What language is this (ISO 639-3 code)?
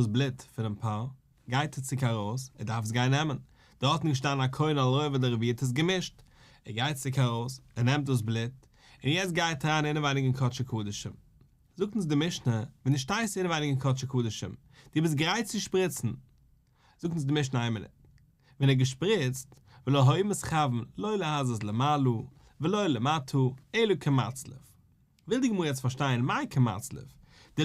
yid